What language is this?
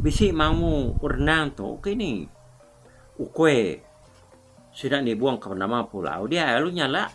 Iban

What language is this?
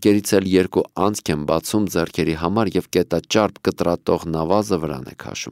Armenian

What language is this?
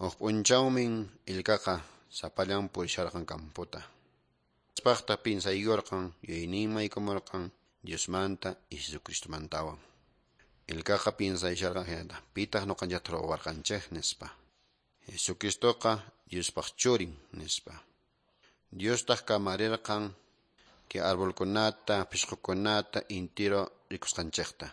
Quechua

